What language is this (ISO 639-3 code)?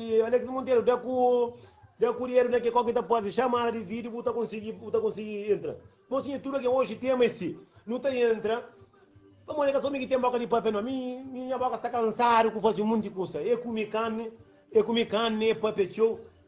kea